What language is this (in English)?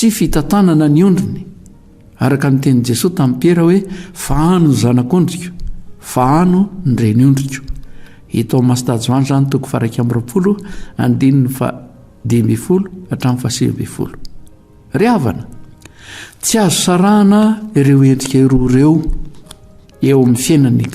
Malagasy